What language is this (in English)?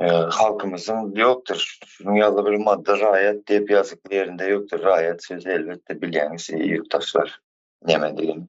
Turkmen